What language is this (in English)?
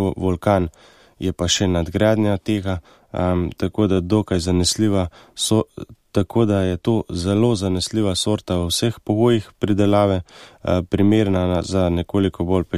Slovenian